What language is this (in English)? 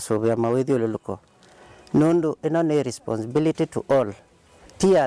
Kamba